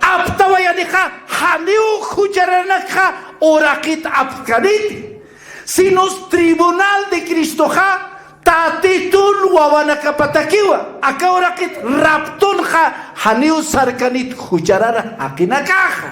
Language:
Aymara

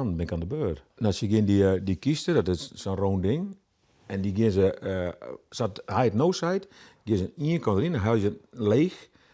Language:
Western Frisian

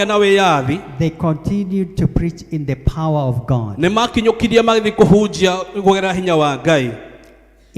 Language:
Kikuyu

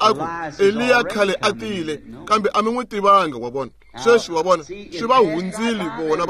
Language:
Tsonga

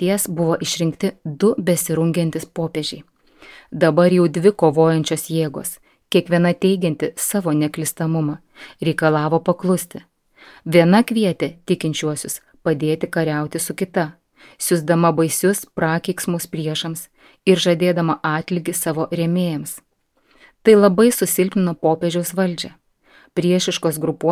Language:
Lithuanian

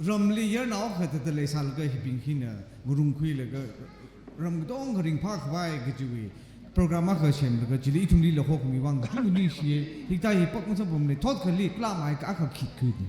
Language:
Tangkhul Naga (India)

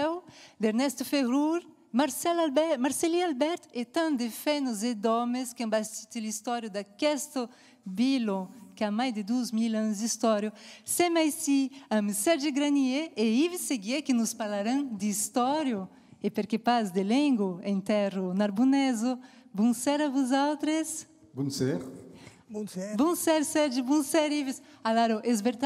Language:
Occitan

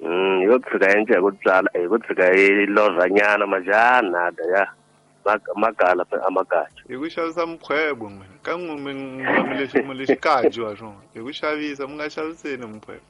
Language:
Tsonga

